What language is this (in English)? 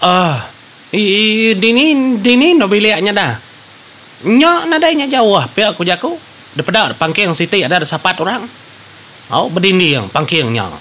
Iban